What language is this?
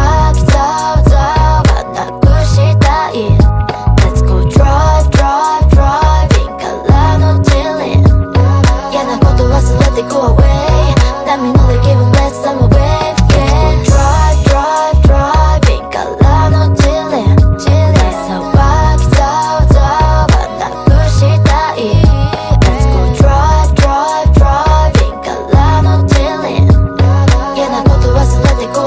Japanese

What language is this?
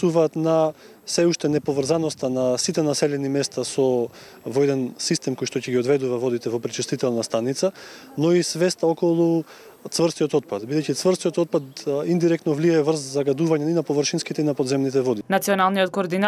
Macedonian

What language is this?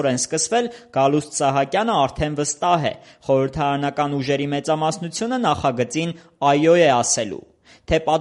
Armenian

